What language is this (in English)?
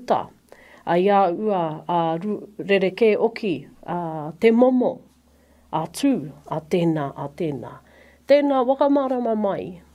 Māori